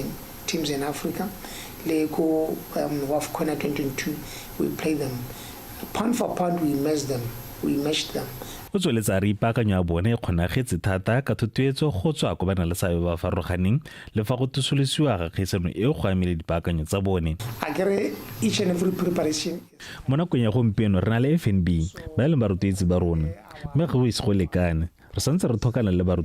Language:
Tswana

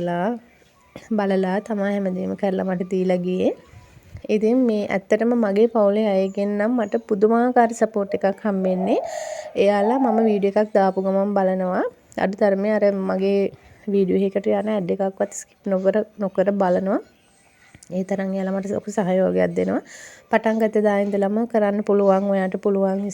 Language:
Sinhala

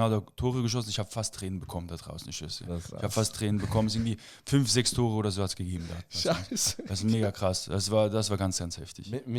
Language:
Swiss German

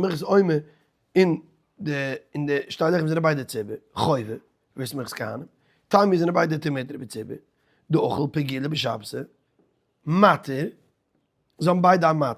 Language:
Yiddish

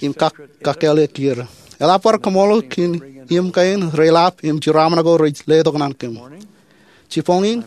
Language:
Marshallese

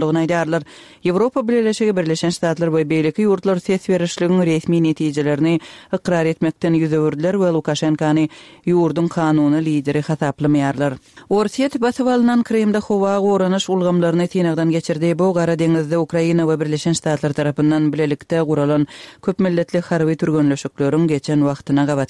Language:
Kyrgyz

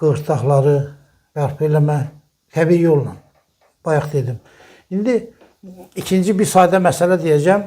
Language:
Azerbaijani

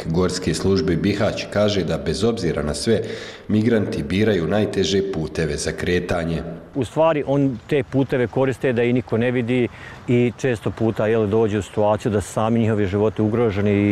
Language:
Bosnian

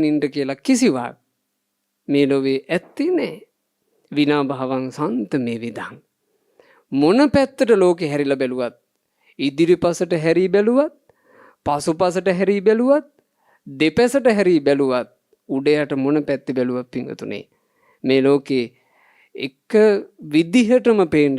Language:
Sinhala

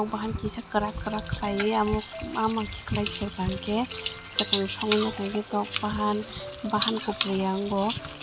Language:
Kok Borok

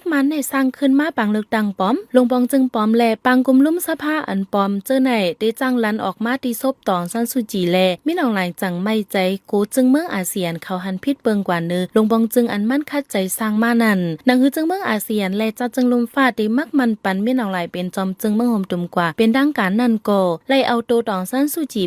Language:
Shan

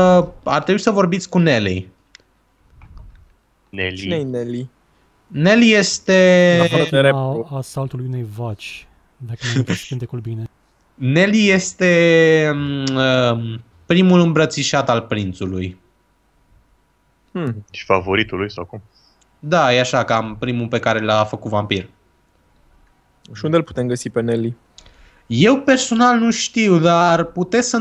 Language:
Romanian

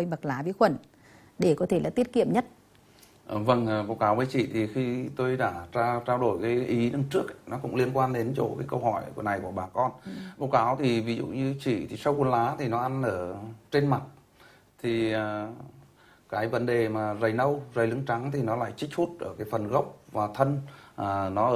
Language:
Vietnamese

